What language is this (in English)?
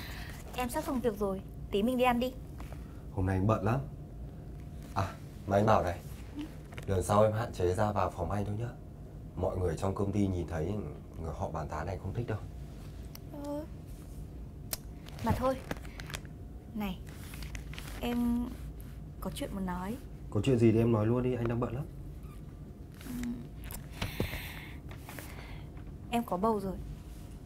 Vietnamese